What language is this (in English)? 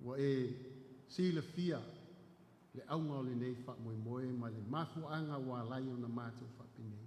Samoan